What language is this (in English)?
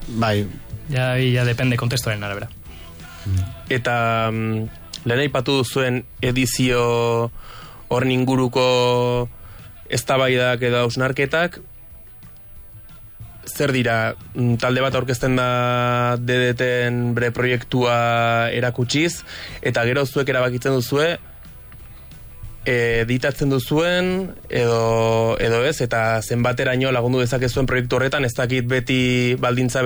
Basque